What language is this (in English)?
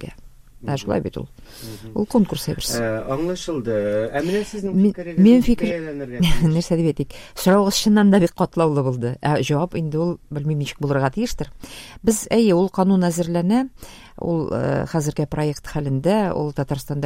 Tatar